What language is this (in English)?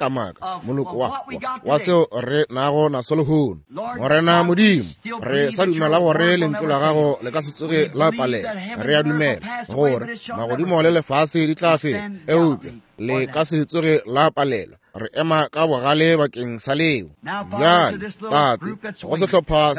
Northern Sotho